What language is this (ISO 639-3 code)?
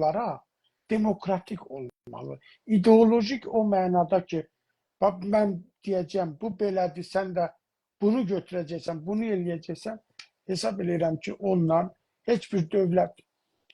azb